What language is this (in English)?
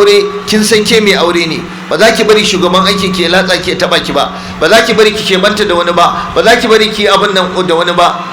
Hausa